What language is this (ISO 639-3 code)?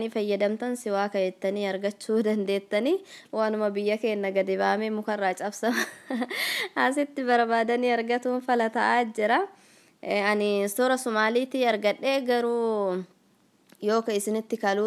orm